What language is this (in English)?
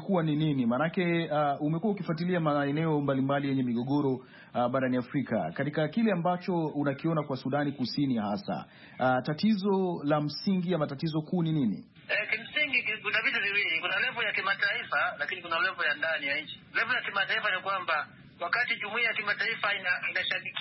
Swahili